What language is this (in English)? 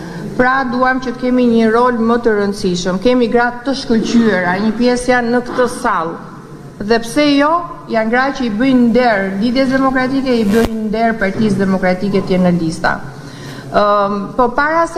Albanian